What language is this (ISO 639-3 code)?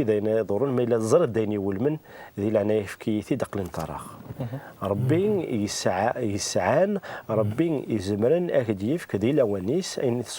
kab